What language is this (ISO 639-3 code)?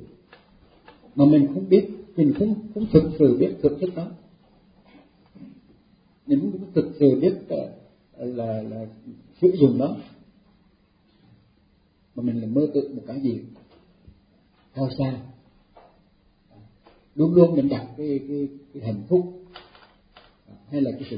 vie